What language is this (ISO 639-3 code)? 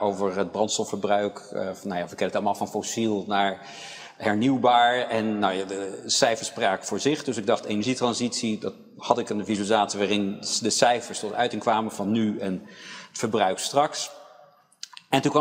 nld